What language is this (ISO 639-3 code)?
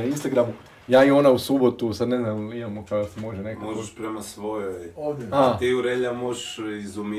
hrv